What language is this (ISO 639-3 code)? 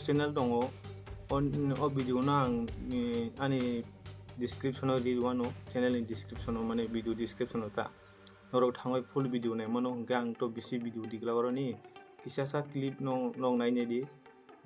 trp